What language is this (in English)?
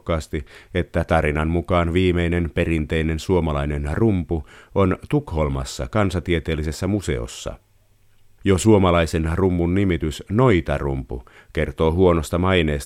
Finnish